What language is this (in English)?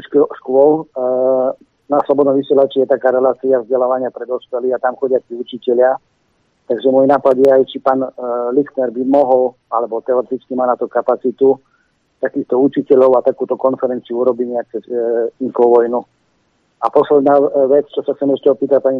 Slovak